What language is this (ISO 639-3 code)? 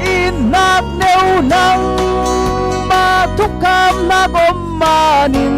cfm